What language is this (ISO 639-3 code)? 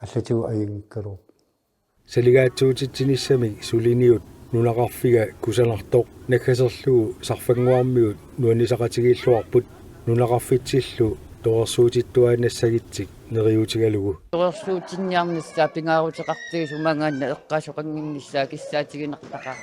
kal